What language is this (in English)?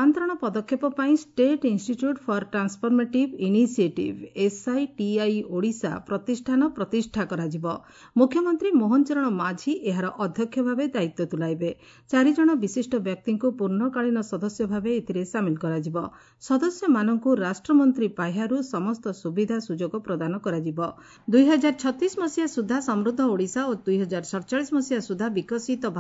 Odia